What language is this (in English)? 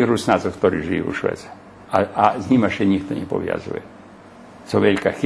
Rusyn